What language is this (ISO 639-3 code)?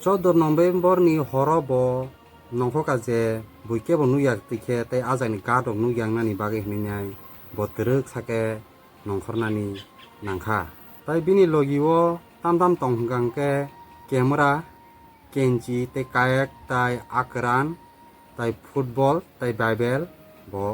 trp